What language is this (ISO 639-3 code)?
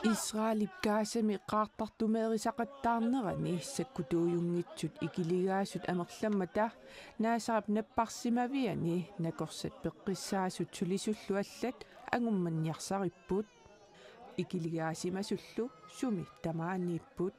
kal